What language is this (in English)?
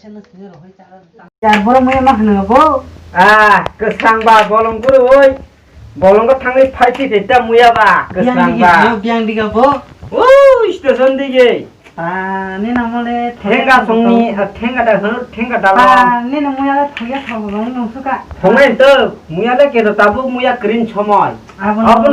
Kok Borok